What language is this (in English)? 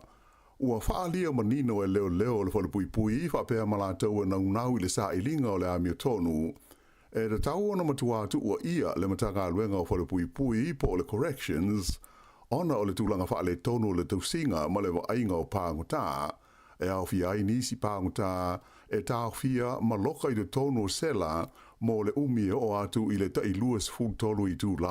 Samoan